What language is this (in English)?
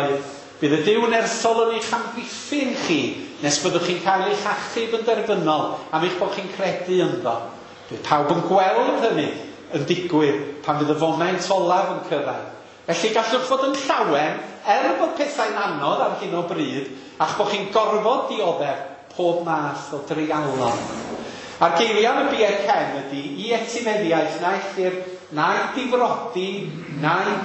Welsh